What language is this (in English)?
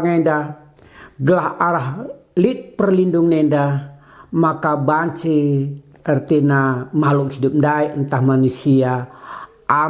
Batak Karo